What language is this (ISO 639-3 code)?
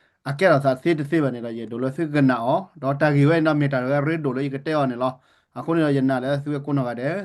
ksw